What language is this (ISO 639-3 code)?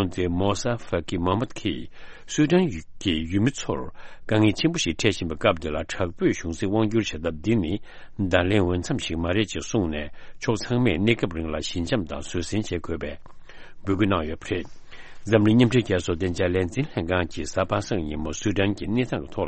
bod